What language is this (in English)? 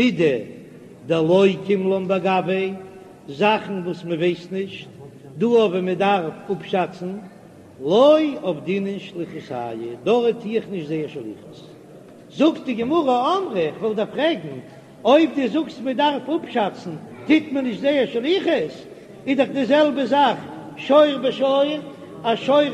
Yiddish